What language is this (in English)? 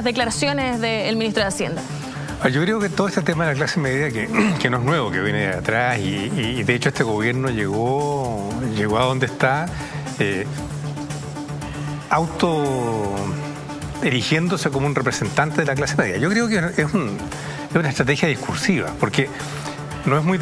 Spanish